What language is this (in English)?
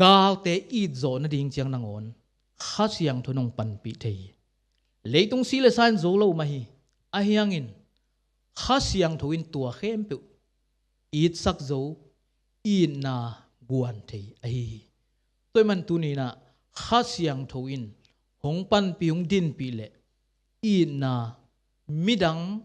Tedim Chin